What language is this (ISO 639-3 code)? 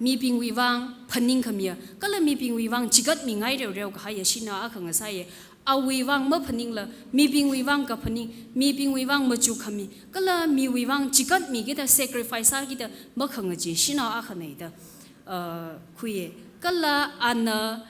nmf